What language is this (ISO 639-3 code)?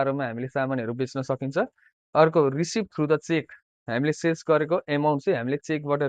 nep